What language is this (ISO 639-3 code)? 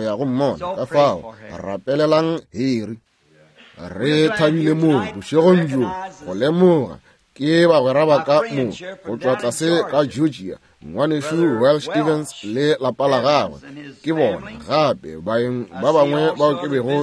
nso